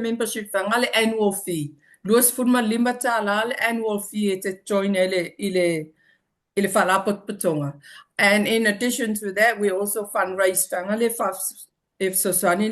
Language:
Samoan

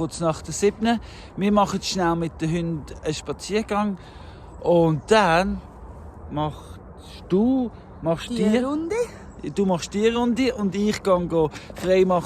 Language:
Swiss German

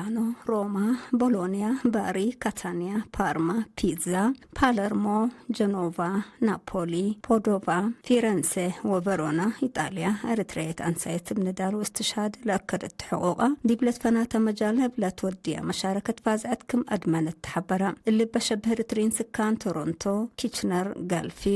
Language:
Tigre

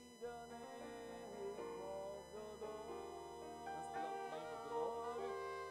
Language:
Ewe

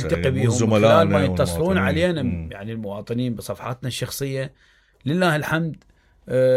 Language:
Mesopotamian Arabic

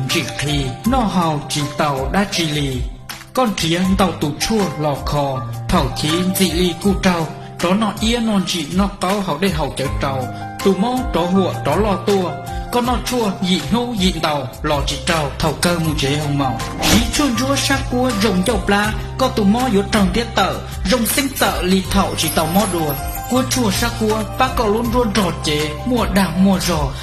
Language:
Hmong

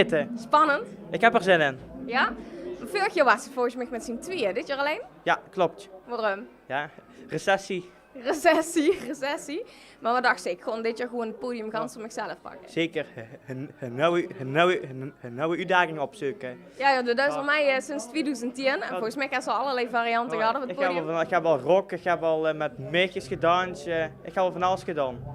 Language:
Limburgish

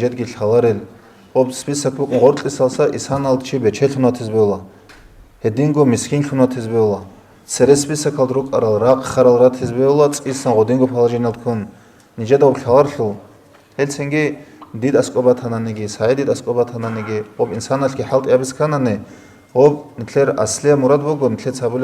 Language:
Avaric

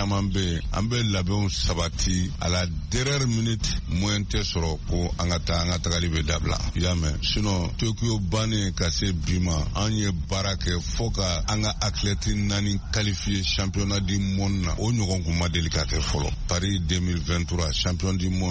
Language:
Bambara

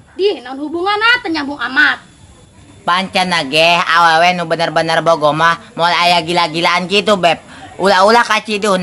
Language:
Sundanese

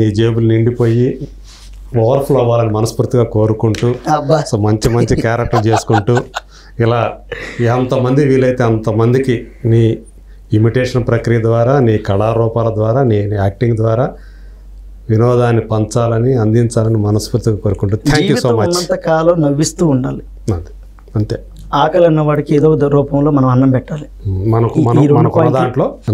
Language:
Telugu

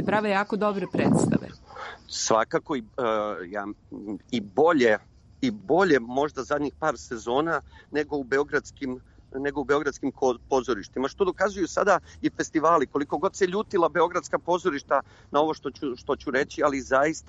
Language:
Serbian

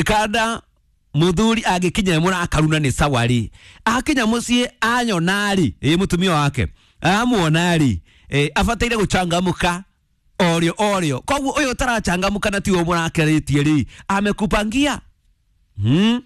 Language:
Kikuyu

